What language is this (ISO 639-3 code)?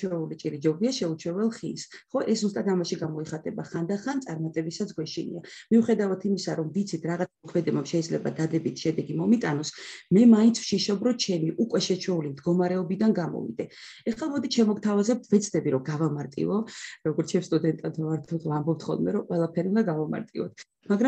kat